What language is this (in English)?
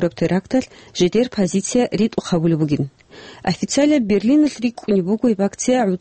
Avaric